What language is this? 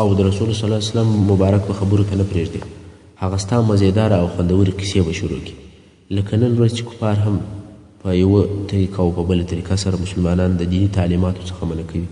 Pashto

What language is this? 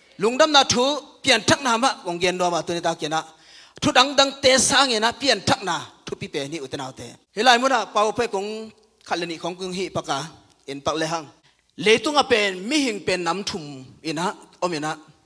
Tedim Chin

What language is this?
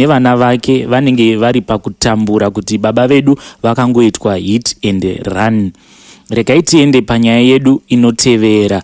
Shona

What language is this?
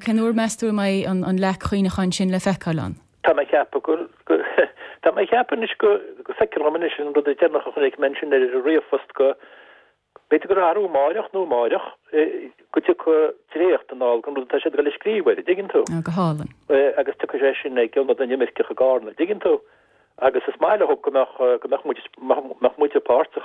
Irish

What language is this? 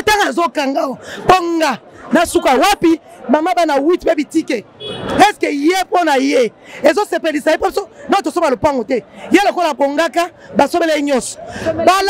Lingala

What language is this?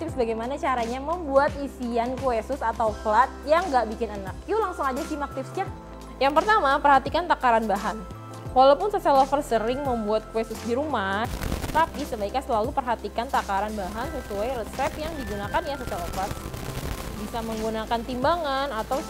Indonesian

